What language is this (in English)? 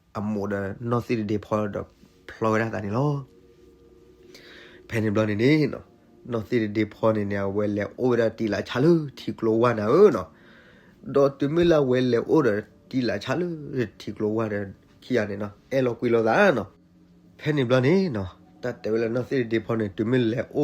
S'gaw Karen